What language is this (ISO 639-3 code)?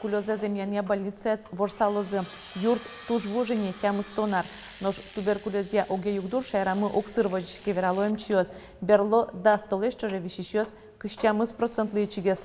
udm